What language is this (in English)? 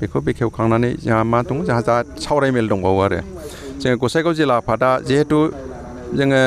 Bodo